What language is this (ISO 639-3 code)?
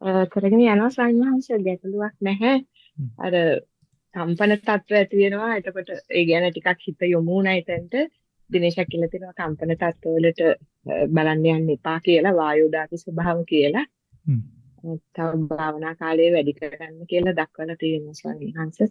sin